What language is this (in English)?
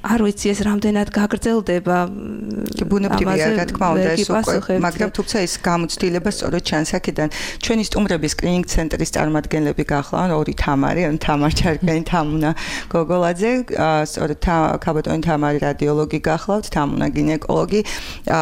Georgian